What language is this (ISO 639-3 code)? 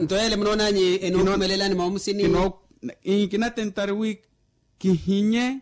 vmw